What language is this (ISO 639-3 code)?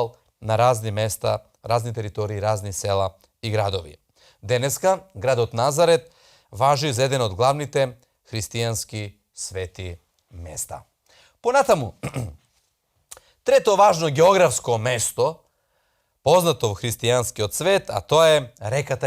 mkd